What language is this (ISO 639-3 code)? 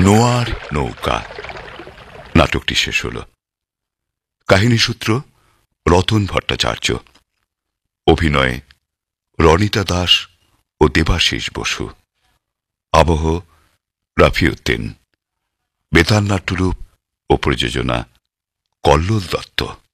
ben